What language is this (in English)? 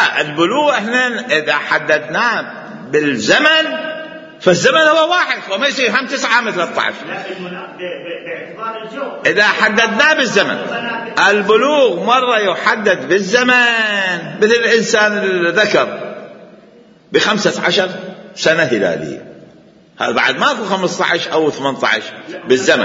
Mesopotamian Arabic